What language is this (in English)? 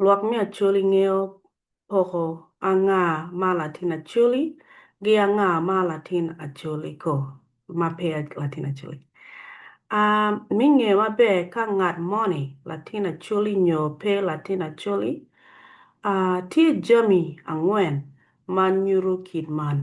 Acoli